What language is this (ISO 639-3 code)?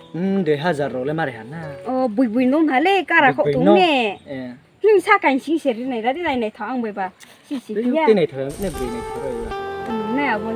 ria